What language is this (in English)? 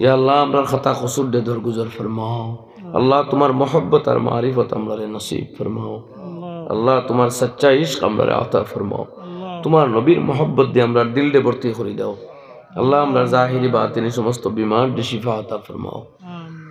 Sylheti